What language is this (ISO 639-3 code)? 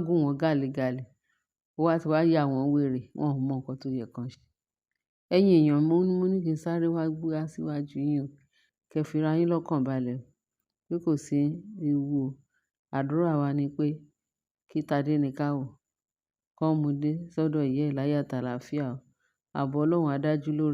yor